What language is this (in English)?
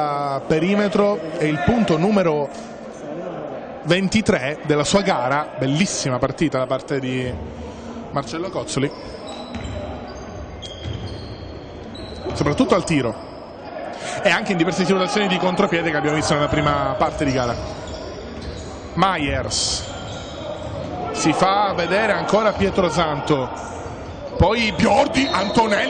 Italian